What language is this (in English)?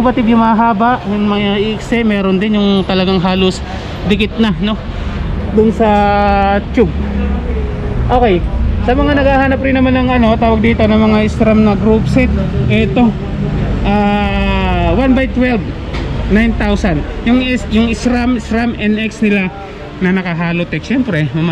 Filipino